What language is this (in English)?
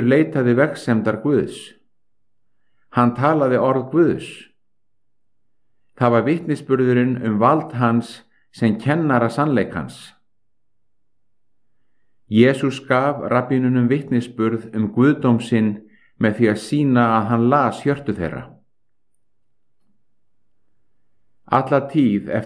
Icelandic